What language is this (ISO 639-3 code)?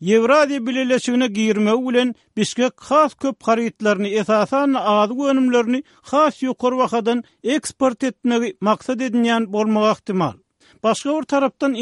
tuk